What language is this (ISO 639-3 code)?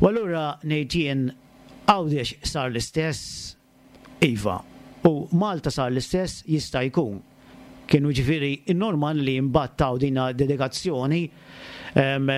mlt